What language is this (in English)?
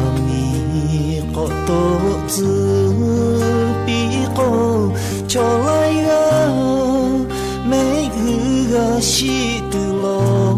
Lahu